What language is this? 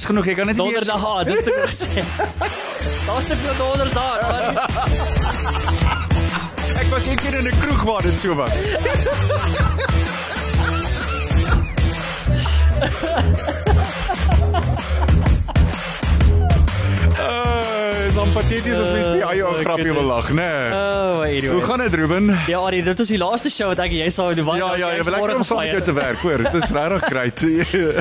Afrikaans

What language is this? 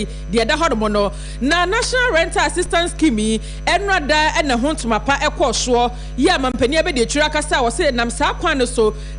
Akan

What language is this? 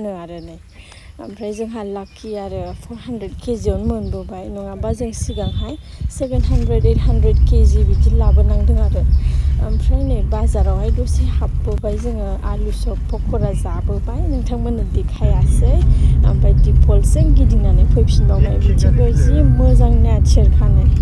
Bodo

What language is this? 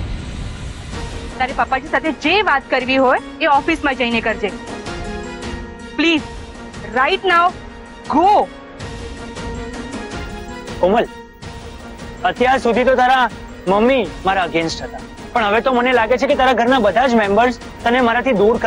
Gujarati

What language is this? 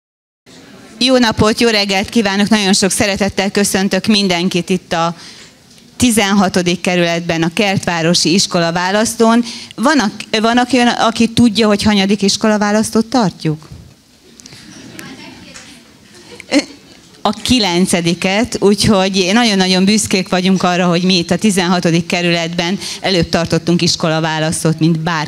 Hungarian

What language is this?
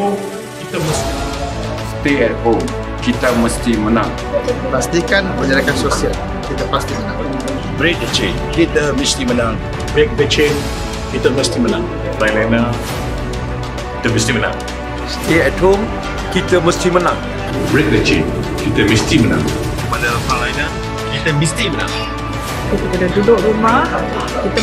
Malay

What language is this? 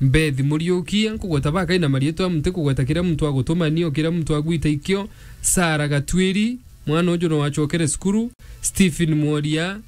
Meru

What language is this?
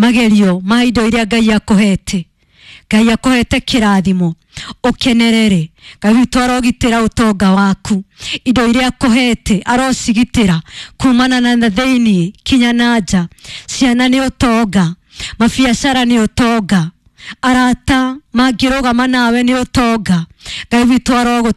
Kikuyu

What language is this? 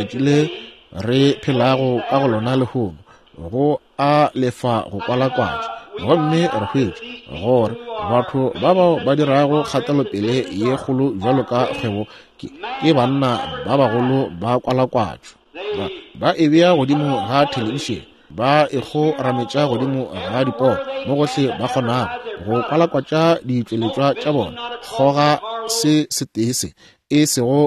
Northern Sotho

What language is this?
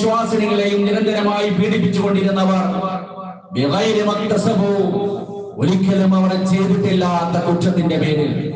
Malayalam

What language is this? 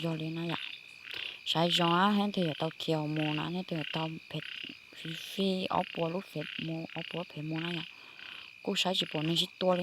Hmong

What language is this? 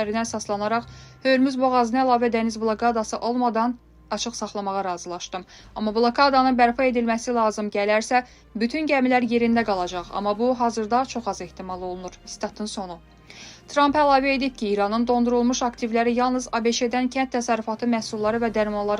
Azerbaijani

